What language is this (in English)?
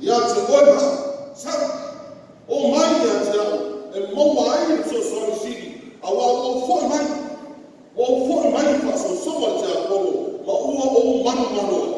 Samoan